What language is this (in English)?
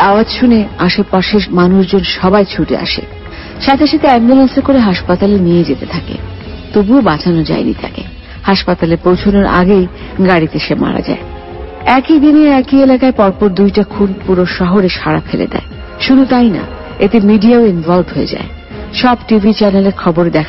Bangla